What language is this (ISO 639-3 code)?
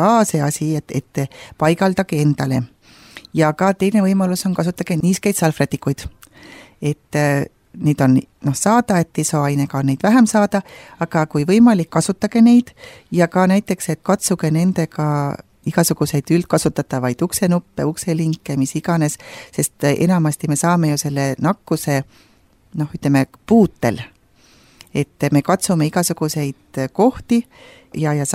est